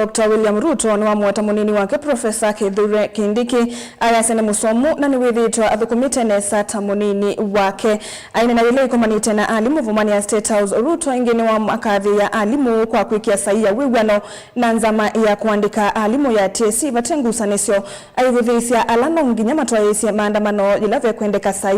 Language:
Kamba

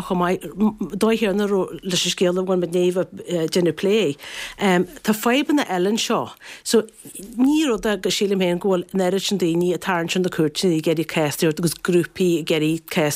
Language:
Irish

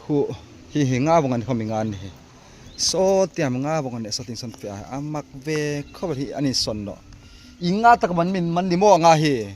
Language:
Hmar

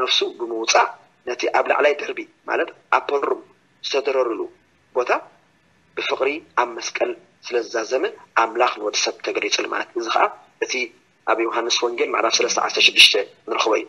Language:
Tigrinya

